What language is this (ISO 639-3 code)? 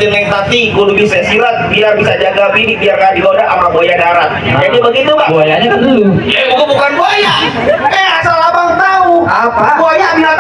bew